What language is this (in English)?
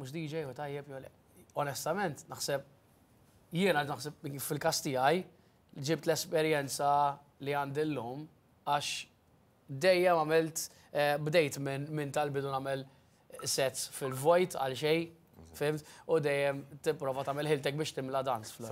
Maltese